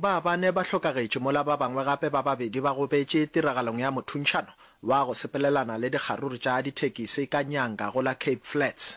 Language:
Northern Sotho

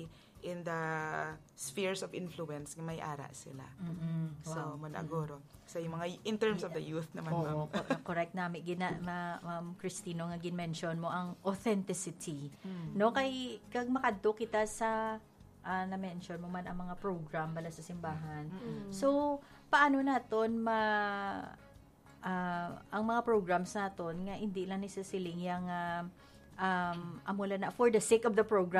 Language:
Hiligaynon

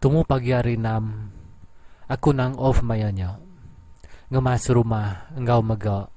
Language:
Iban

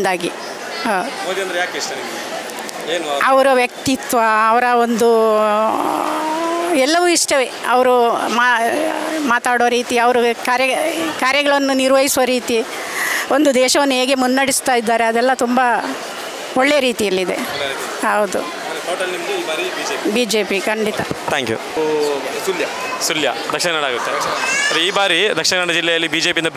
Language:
Kannada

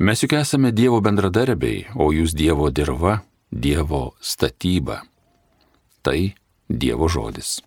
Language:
Lithuanian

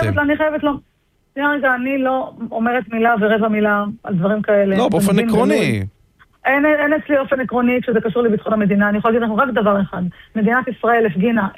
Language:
Hebrew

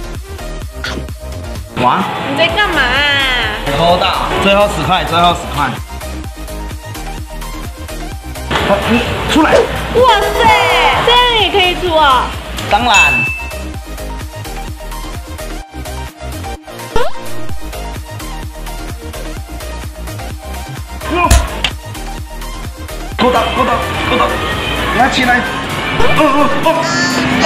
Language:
Chinese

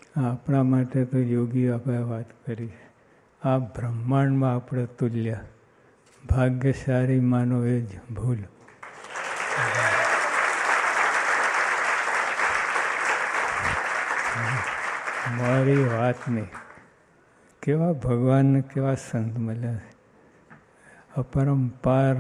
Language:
Gujarati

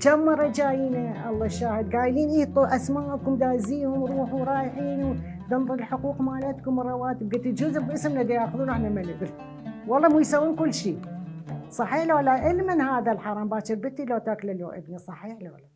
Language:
Mesopotamian Arabic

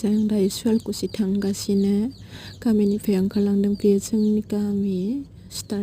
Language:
Bodo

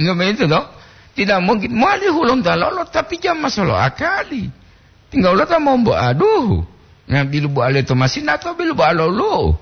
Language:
Gorontalo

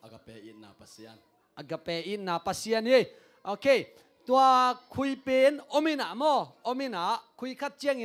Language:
Tedim Chin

